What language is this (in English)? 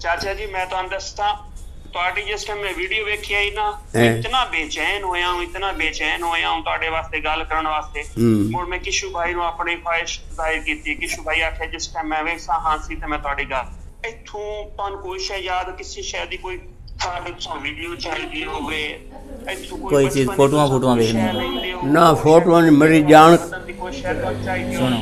Saraiki